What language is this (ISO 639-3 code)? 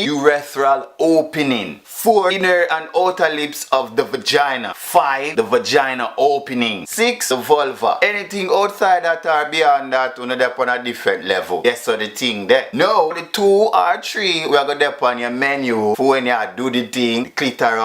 jam